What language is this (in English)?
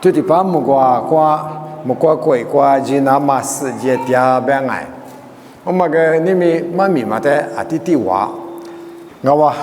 Lisu